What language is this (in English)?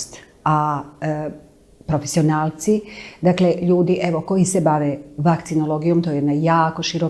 Bosnian